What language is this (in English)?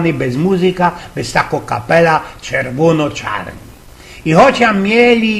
Silesian